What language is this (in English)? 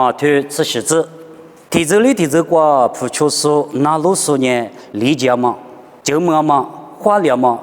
Lisu